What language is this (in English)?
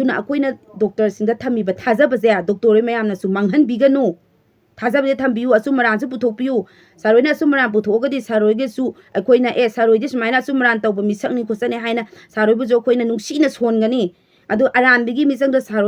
Manipuri